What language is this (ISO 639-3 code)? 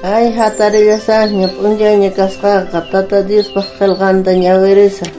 quh